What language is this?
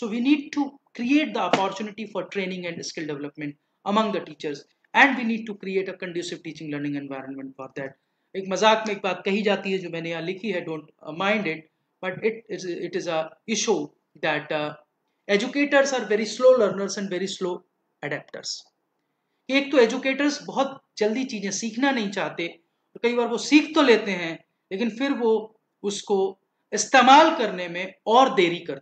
Hindi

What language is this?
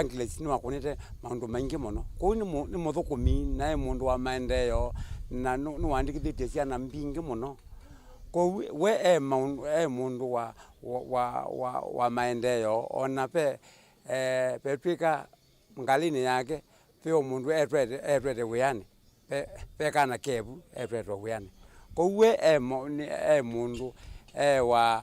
Kamba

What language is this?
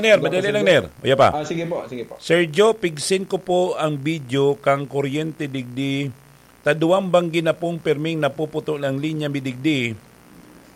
Bikol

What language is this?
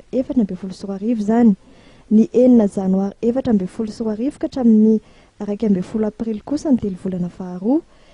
Malagasy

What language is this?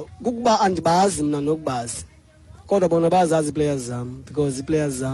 Xhosa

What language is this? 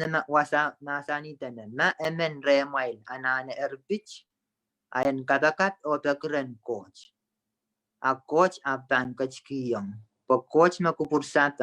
Pohnpeian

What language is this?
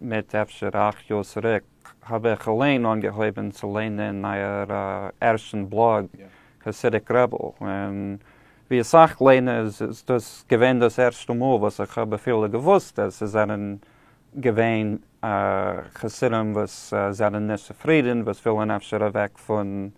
Yiddish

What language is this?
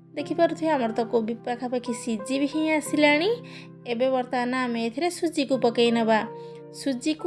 Odia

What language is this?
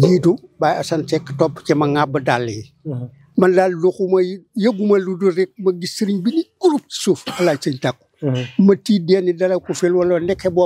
Wolof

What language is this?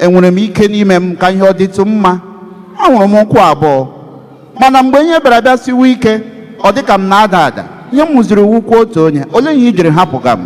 Igbo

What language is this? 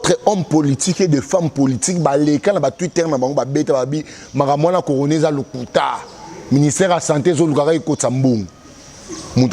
Lingala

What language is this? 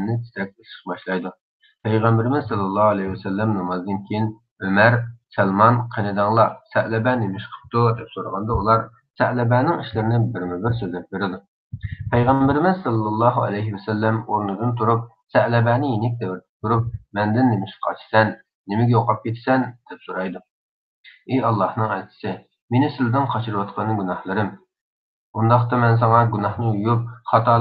Uyghur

